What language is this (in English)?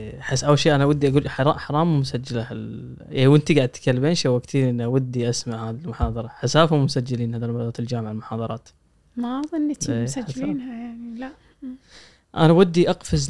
Gulf Arabic